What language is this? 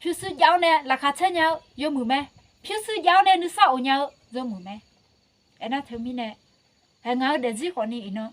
Akha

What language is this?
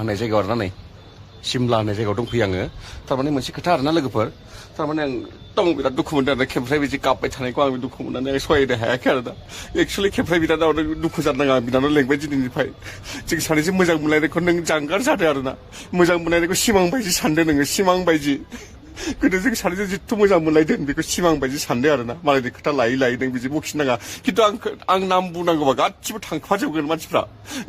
Bodo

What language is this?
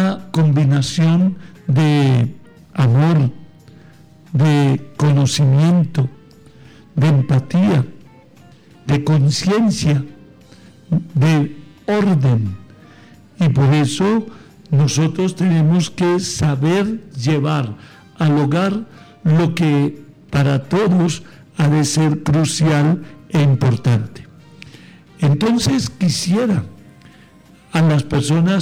Spanish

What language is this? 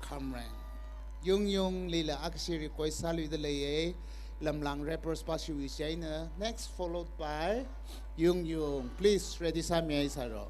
Tangkhul Naga (India)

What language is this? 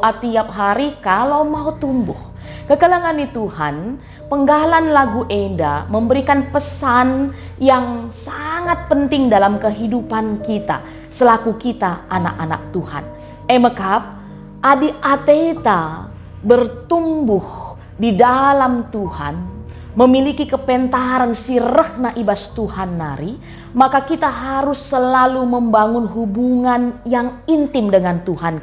Batak Karo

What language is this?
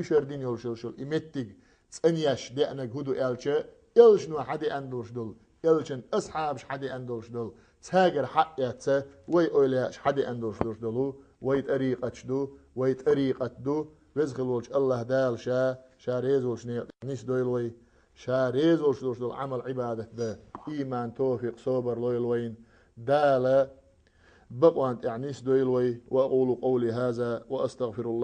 Chechen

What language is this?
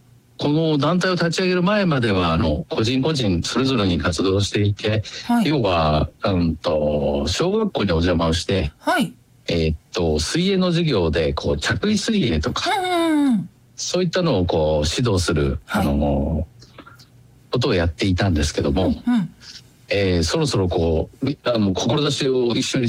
Japanese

